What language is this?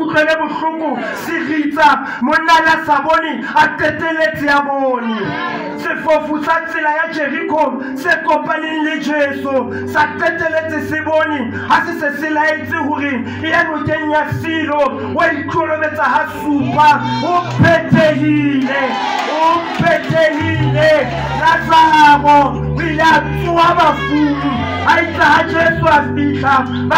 Southern Sotho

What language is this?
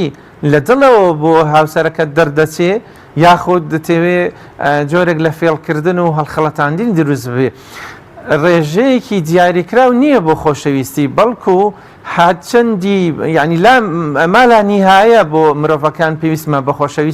Central Kurdish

